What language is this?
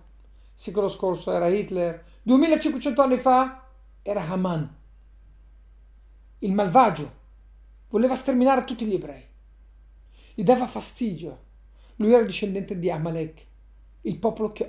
Italian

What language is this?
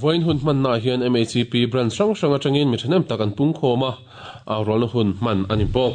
Mizo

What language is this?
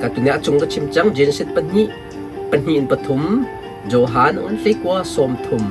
Hakha Chin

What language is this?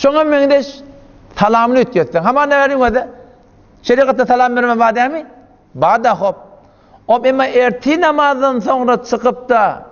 Turkmen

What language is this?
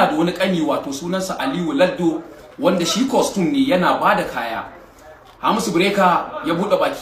Hausa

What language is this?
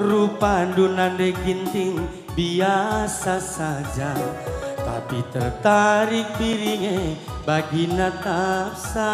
Batak Karo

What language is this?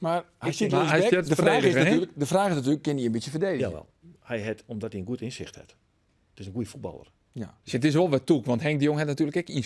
Western Frisian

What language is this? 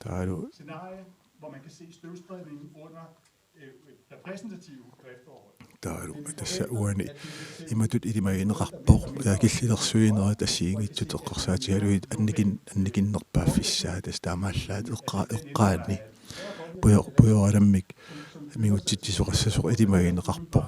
Kalaallisut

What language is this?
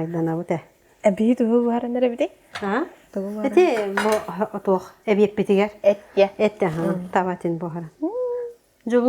Yakut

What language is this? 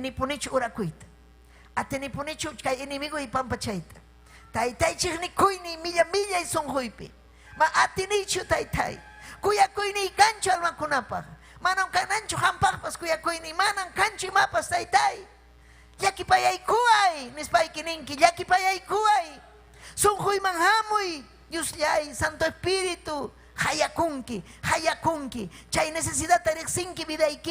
Ayacucho Quechua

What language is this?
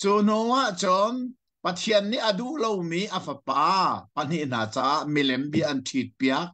Hakha Chin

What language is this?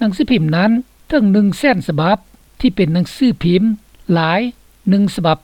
Lao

